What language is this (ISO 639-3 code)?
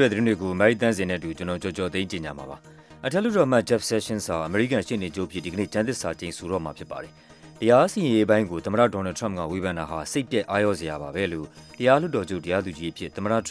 mya